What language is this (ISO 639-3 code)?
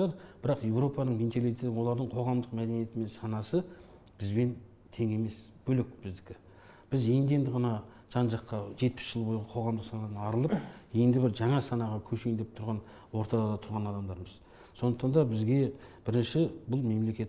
kaz